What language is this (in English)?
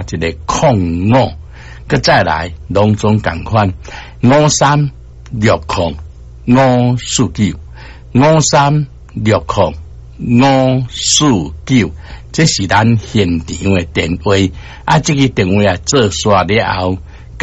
Min Nan Chinese